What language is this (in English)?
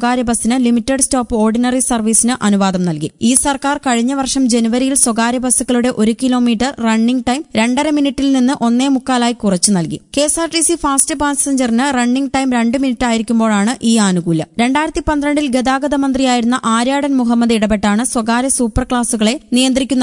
Malayalam